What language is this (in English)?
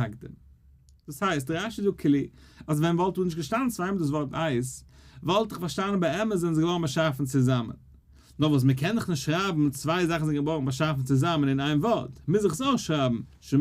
Yiddish